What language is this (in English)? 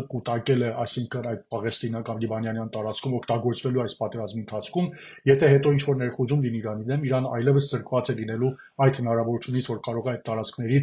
Armenian